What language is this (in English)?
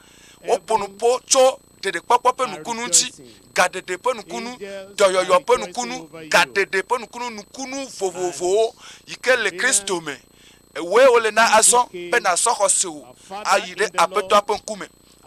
Ewe